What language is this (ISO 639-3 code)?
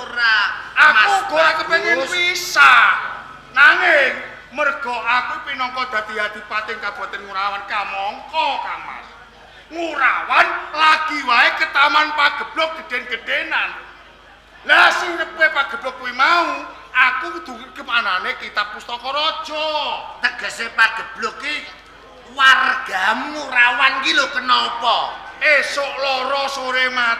jav